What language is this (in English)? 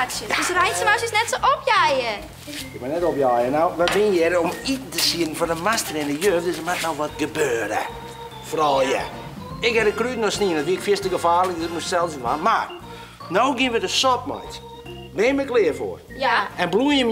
Western Frisian